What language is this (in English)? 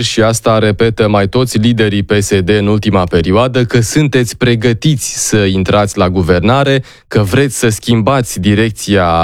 Romanian